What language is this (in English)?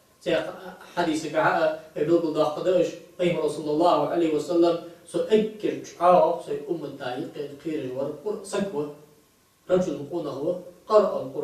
Ingush